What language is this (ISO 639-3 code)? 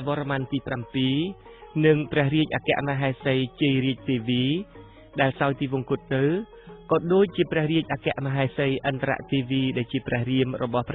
khm